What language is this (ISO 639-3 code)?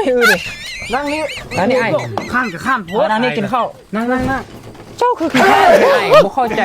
lao